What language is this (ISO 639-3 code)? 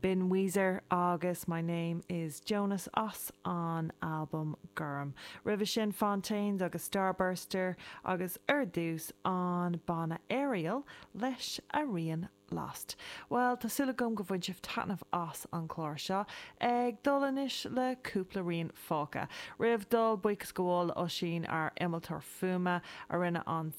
gle